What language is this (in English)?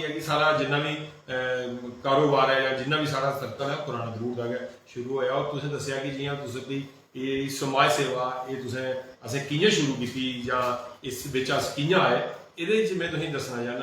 Dogri